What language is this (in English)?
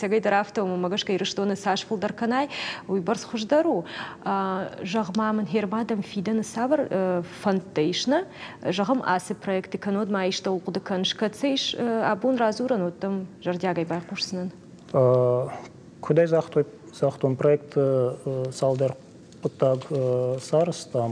Ossetic